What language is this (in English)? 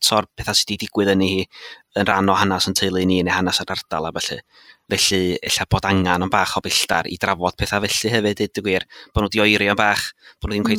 Welsh